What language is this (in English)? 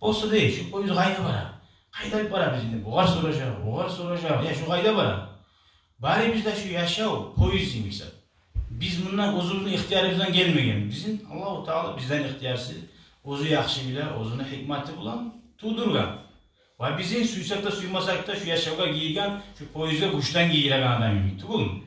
Kumyk